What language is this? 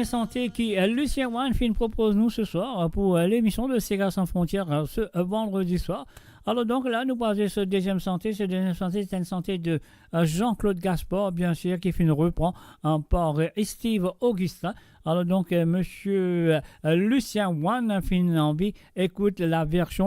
Morisyen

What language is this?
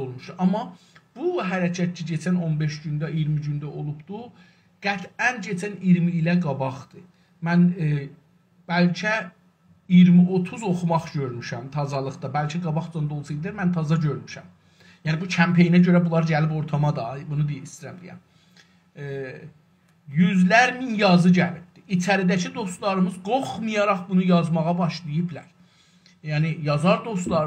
South Azerbaijani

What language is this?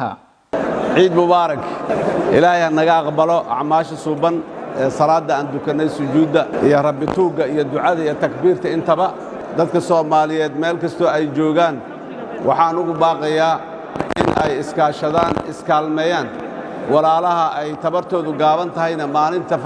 Somali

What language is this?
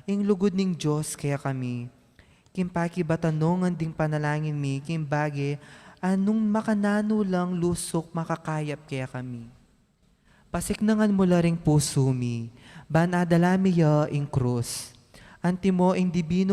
Pampanga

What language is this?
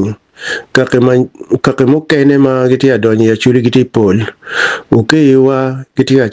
Acoli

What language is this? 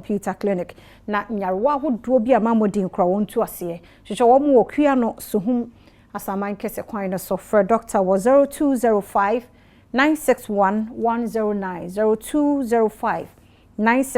Akan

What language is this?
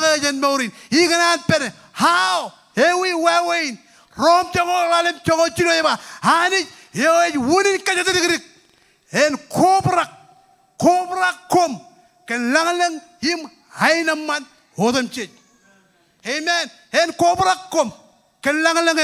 Marshallese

